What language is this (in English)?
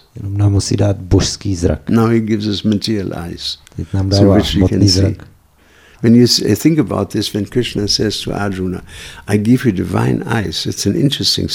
Czech